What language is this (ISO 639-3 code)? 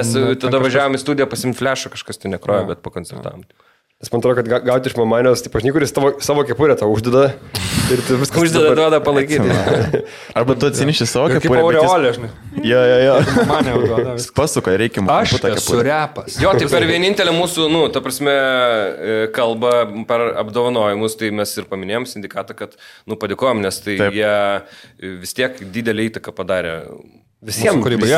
lit